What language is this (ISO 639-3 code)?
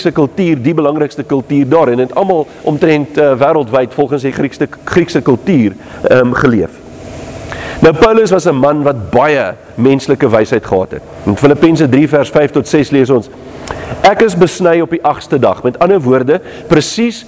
afr